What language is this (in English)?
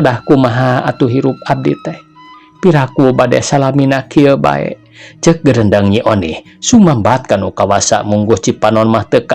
Sundanese